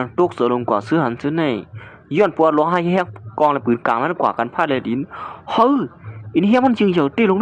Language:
Shan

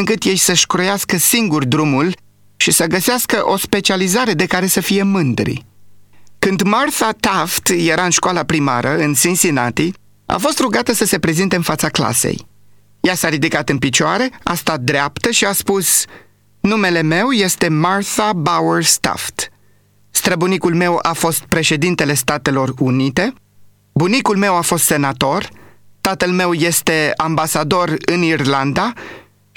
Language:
Romanian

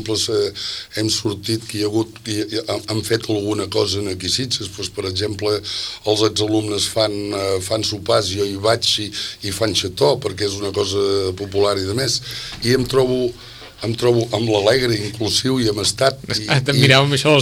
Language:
Catalan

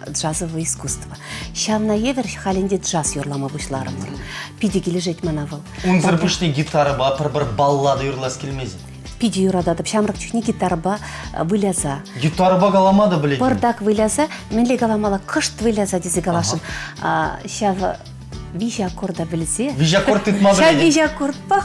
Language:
Chuvash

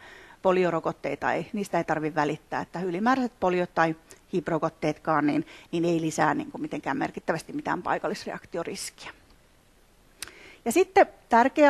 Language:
Finnish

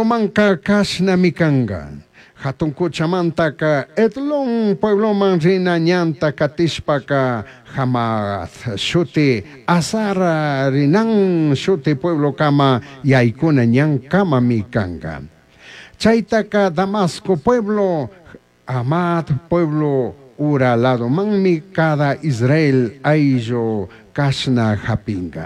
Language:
Chimborazo Highland Quichua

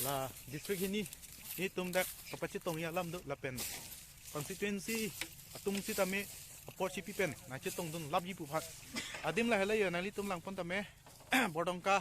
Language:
Karbi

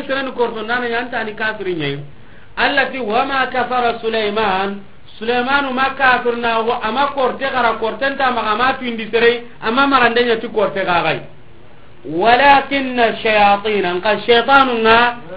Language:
Soninke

